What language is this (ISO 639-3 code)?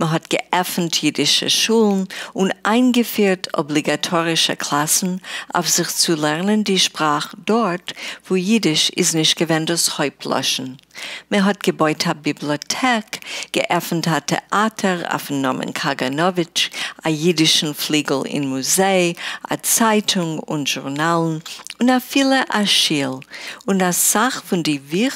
yid